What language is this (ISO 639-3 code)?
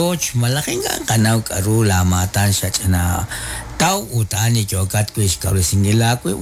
kek